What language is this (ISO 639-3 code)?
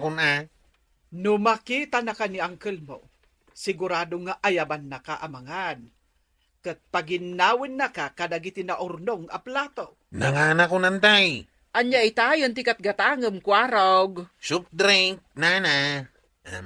ilo